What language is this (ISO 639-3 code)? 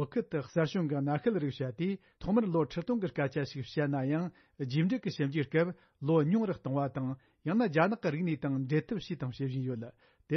bod